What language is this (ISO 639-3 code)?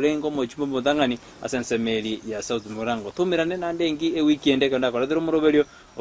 guz